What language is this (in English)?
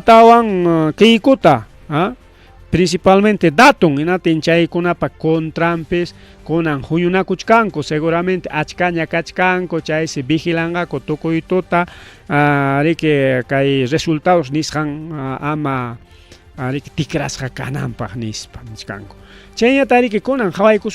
Ayacucho Quechua